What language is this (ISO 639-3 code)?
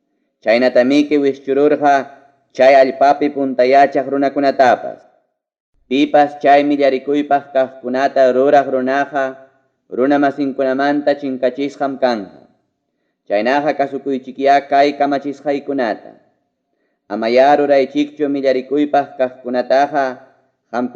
quy